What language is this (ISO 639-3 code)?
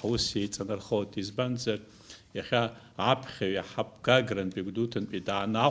abk